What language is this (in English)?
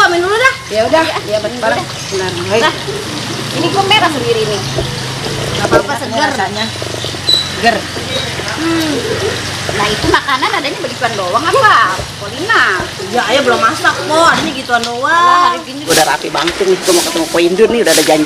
Betawi